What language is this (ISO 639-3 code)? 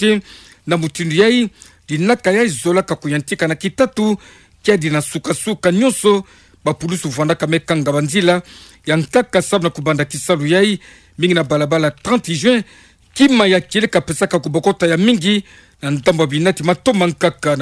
ktu